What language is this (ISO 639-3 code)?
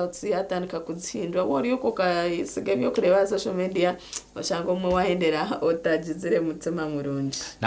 nyn